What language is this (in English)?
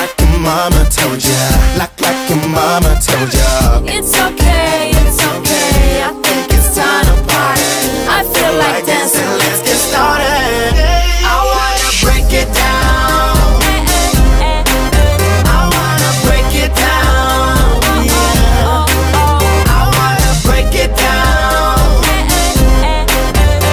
English